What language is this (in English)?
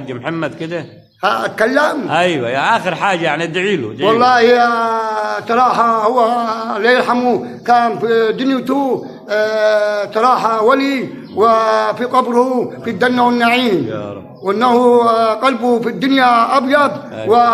Egyptian Arabic